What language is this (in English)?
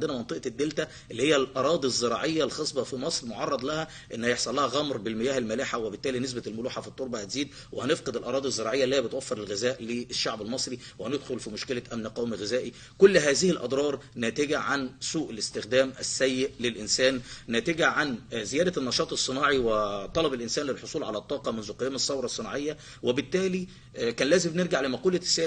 Egyptian Arabic